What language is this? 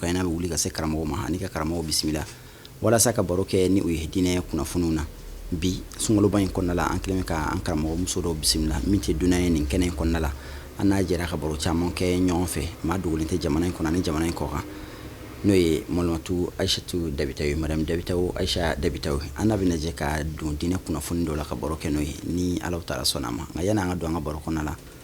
Bambara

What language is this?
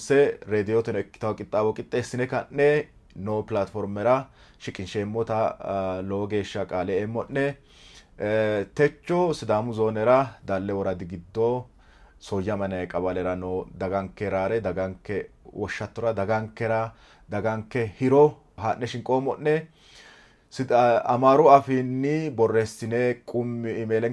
Sidamo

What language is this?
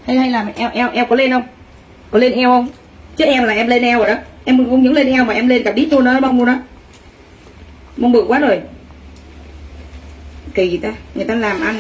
Vietnamese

